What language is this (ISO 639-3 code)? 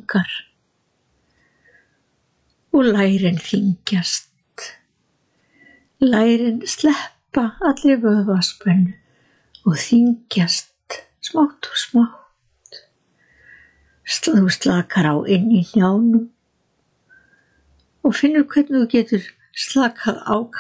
isl